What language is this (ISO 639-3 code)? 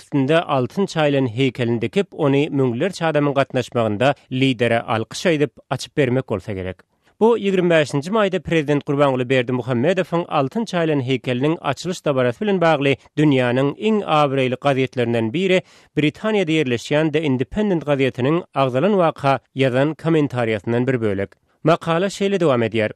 tuk